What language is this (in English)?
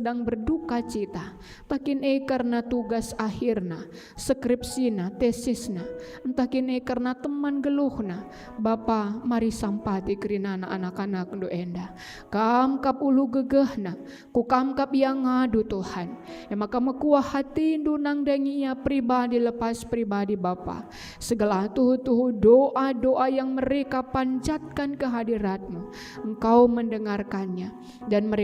Batak Karo